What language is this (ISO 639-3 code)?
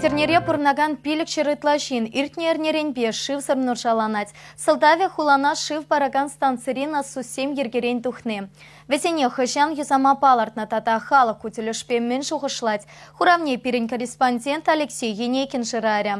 chv